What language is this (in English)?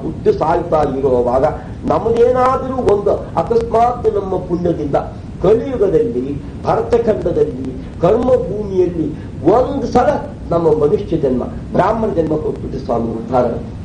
Kannada